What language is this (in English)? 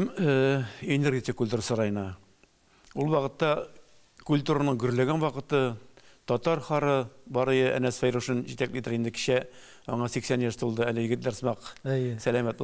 Tatar